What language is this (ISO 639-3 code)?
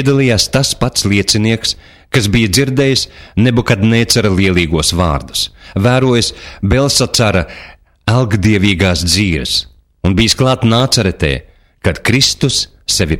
lav